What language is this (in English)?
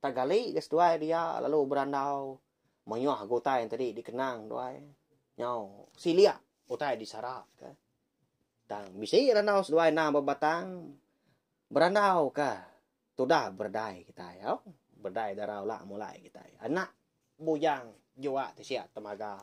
Iban